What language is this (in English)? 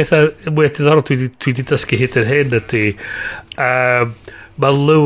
Welsh